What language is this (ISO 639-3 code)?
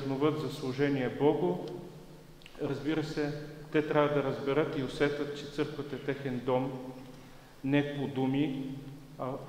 bul